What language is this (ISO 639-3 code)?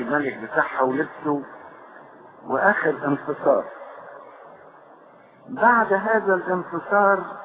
arz